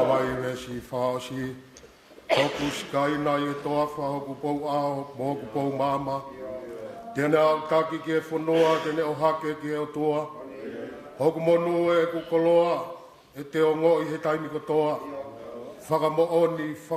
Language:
Tongan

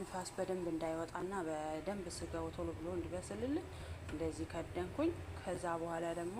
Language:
Amharic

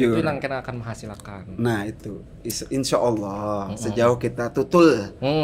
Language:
Banjar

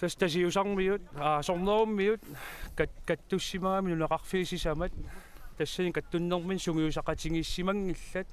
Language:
Kalaallisut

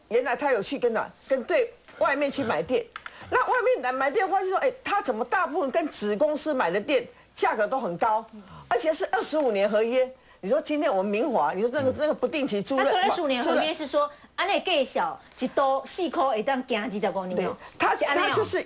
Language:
Chinese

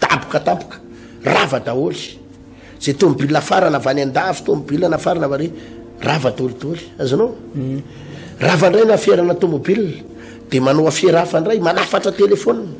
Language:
Malagasy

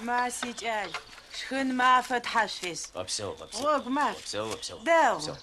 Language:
Adyghe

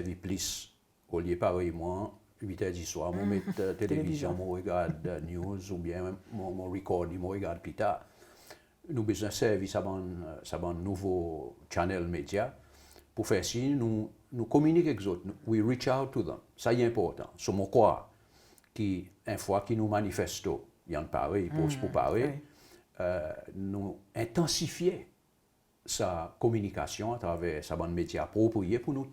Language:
Seselwa Creole French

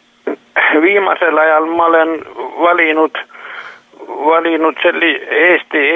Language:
Estonian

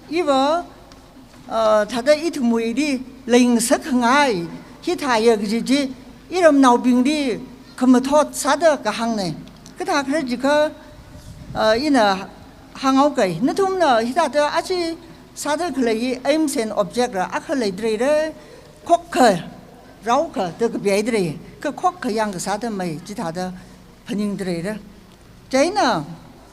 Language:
Tangkhul Naga (India)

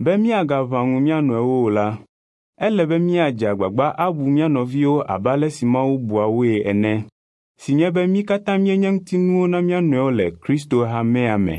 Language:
Ewe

